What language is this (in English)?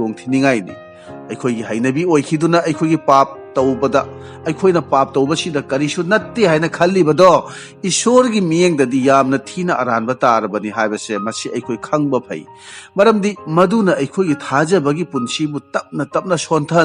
Manipuri